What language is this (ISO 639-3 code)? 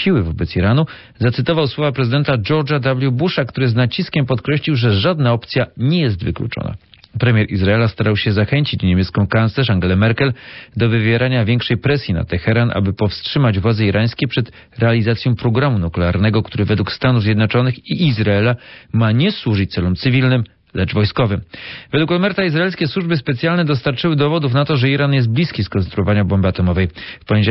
pol